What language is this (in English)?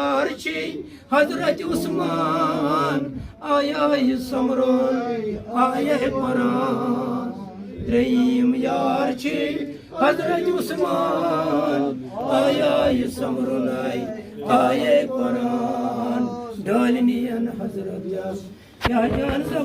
Kashmiri